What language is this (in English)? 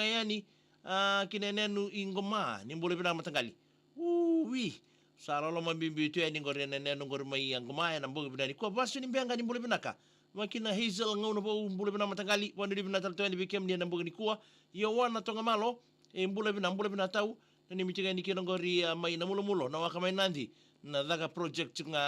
Fijian